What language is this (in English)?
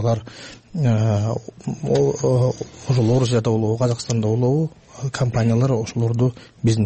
Kyrgyz